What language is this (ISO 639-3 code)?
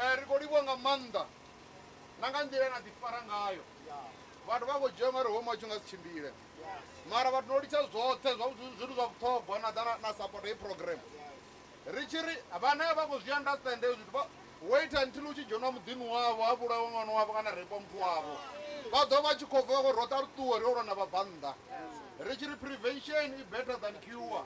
ven